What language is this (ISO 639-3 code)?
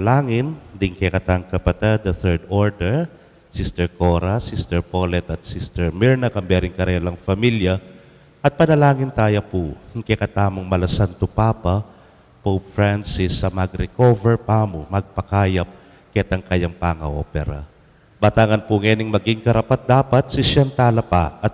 pam